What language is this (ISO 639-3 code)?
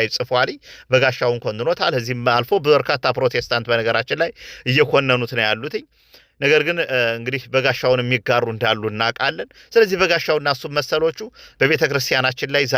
amh